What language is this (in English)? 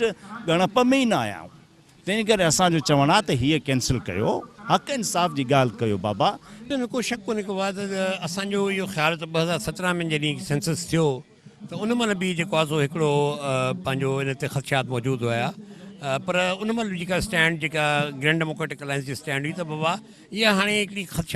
Sindhi